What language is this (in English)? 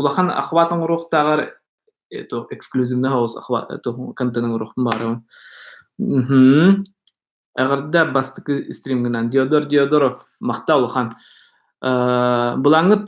Yakut